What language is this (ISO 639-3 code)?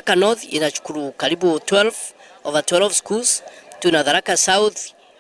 mer